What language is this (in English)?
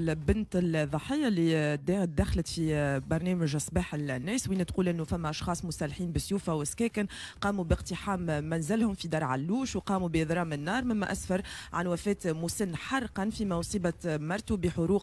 Tunisian Arabic